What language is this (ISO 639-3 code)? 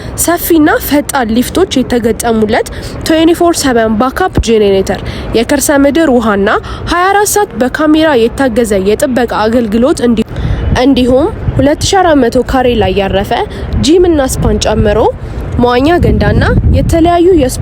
amh